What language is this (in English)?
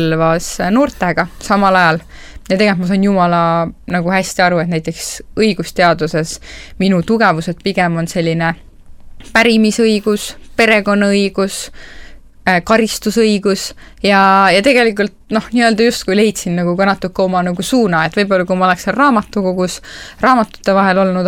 Estonian